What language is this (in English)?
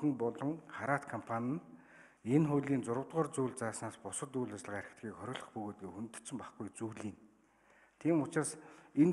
Mongolian